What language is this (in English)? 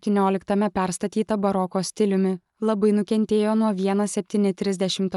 Lithuanian